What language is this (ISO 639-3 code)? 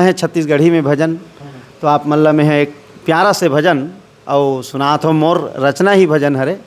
hne